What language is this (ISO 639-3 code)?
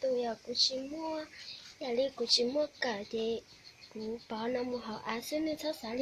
hmn